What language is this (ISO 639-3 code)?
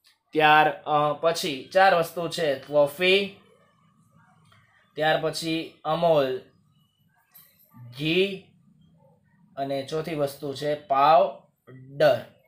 guj